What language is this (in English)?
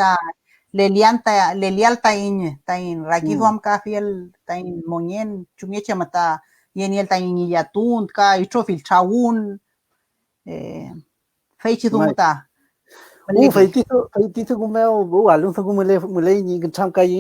Mapuche